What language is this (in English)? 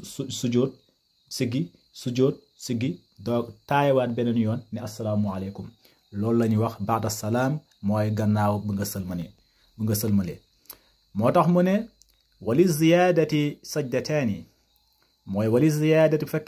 Wolof